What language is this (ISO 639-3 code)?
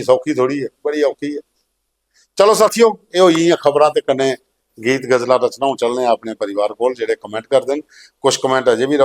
doi